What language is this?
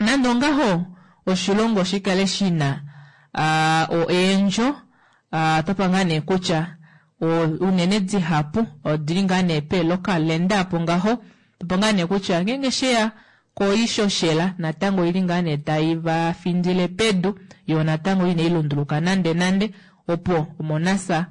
Kuanyama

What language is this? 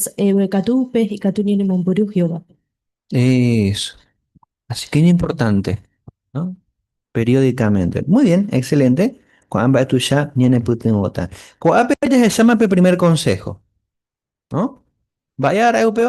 Guarani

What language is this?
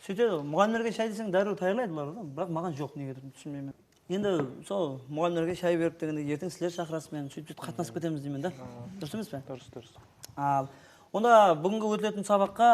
Kara-Kalpak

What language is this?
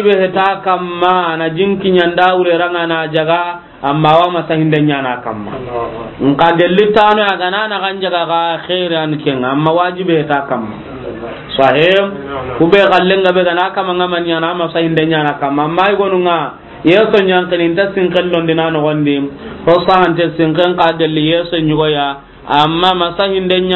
Soninke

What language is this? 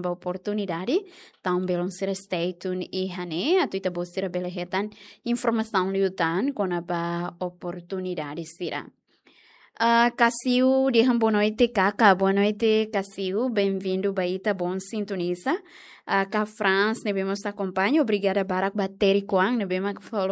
Tetum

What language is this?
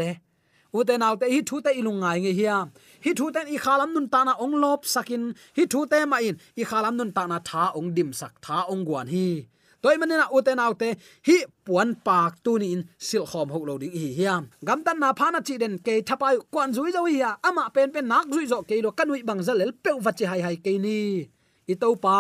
Tedim Chin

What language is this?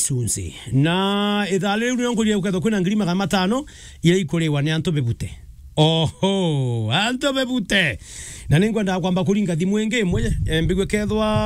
Meru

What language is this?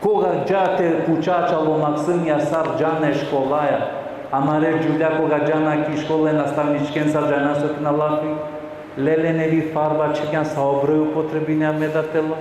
Balkan Romani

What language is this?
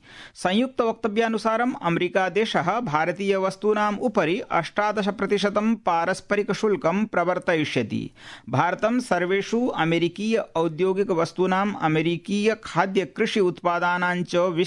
Sanskrit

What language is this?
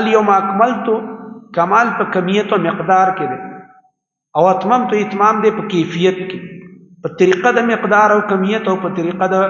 Pashto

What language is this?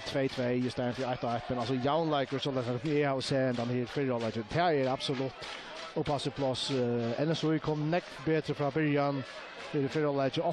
Faroese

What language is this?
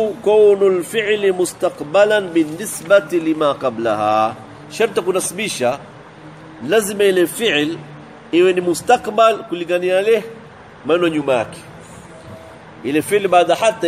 Swahili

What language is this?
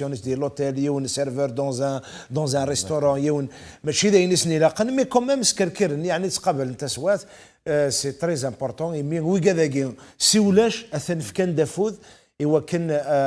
Kabyle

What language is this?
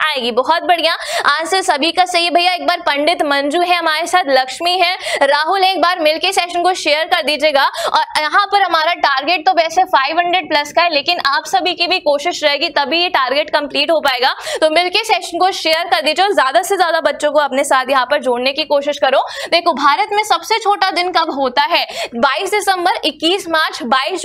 Hindi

